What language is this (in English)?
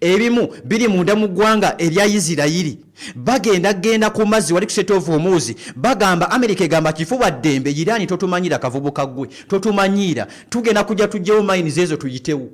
Ganda